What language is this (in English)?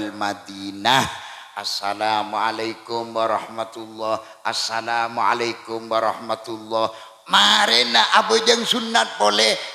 Madurese